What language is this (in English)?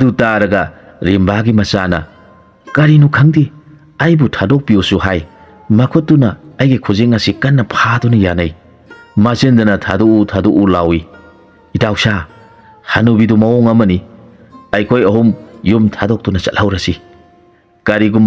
Manipuri